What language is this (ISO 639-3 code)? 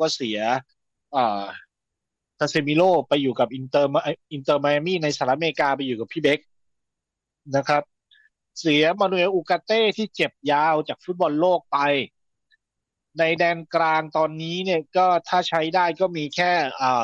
tha